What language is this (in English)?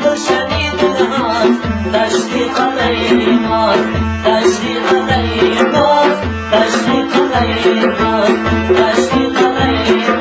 Persian